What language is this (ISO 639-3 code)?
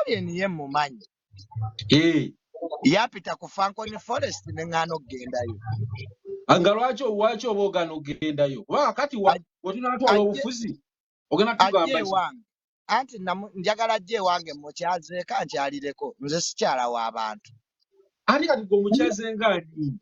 lug